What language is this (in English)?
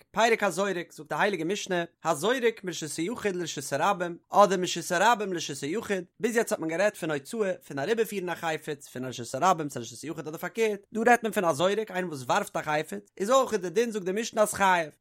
Yiddish